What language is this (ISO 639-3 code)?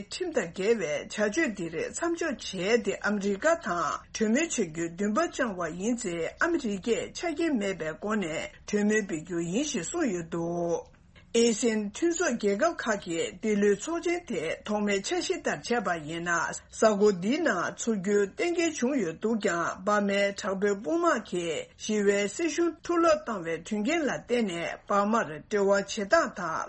bod